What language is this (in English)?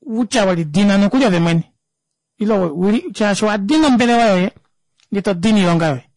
Kuanyama